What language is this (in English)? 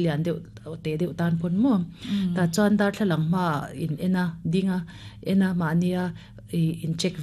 Mizo